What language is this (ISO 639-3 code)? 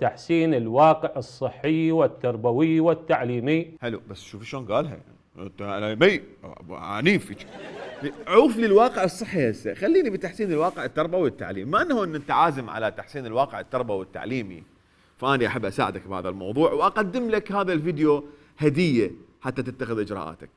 acm